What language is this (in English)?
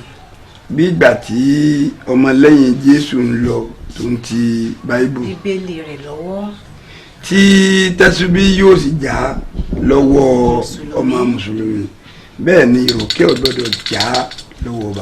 Yoruba